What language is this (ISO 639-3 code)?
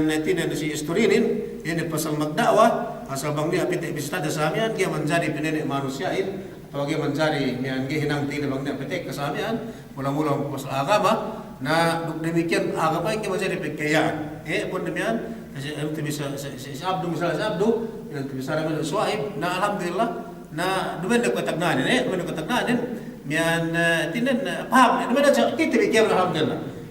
yka